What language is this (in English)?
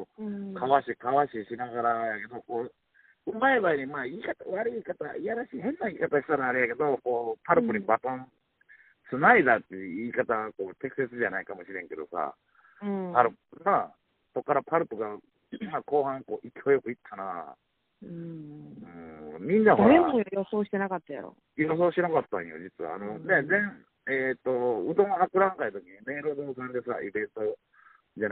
Japanese